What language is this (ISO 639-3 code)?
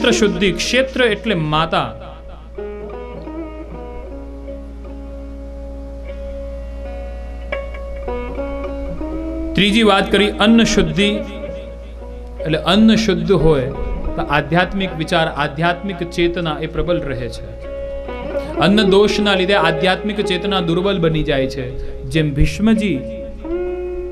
guj